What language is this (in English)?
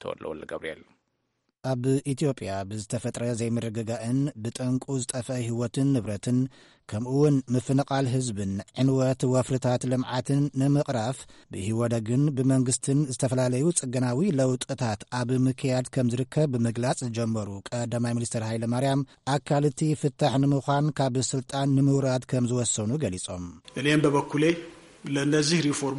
Tigrinya